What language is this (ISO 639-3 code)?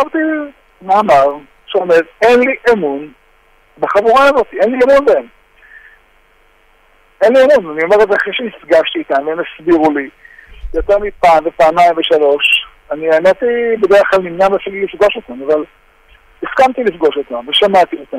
heb